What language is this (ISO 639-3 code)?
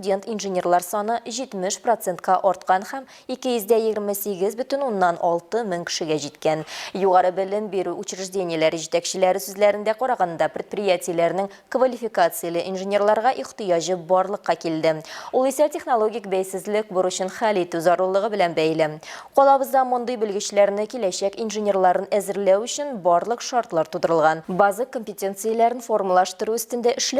tat